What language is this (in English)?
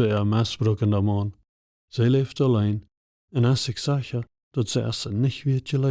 Plautdietsch